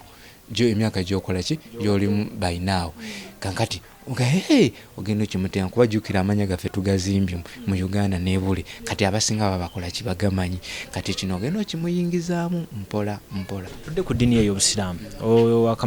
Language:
Ganda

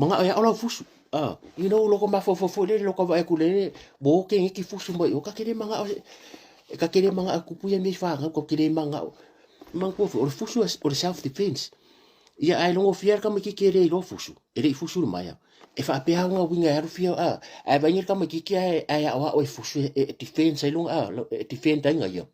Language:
Samoan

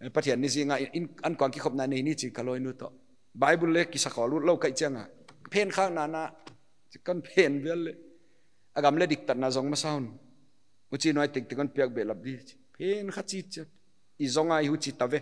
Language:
Paite Chin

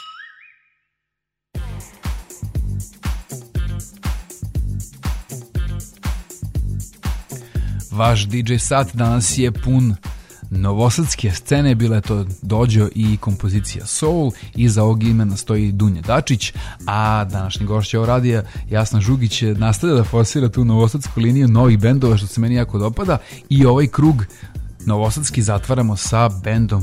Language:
Serbian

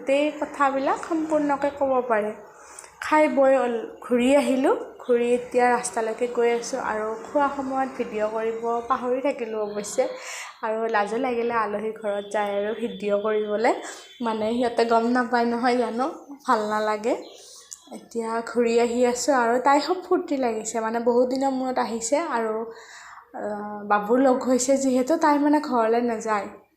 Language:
Assamese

